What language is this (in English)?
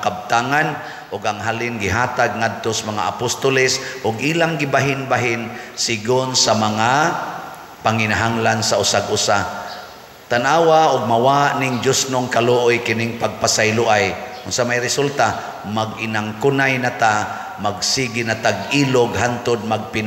Cebuano